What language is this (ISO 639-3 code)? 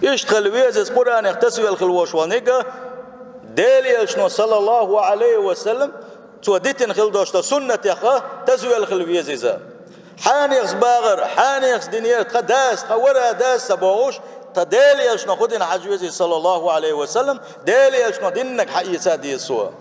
che